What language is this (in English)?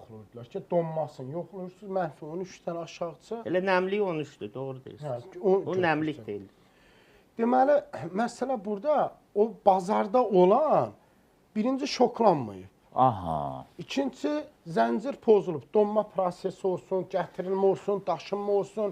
Azerbaijani